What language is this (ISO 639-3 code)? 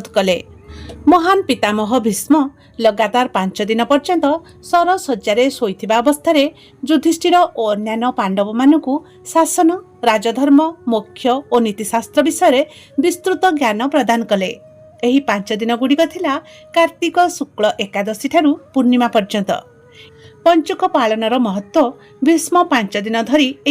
ori